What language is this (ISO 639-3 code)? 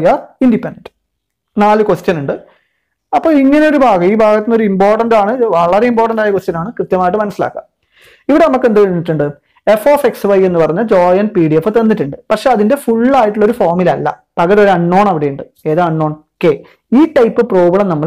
mal